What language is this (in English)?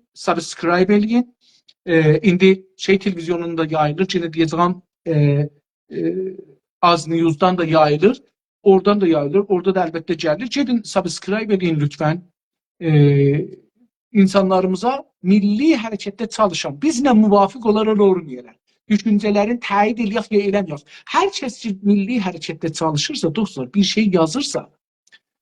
South Azerbaijani